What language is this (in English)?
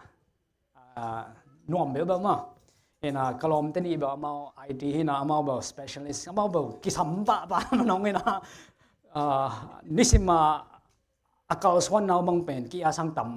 Tedim Chin